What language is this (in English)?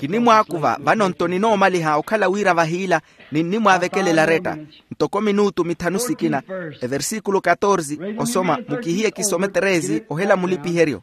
Makhuwa